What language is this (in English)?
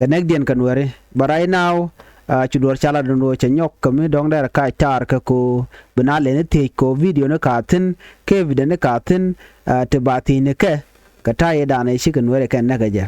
Nuer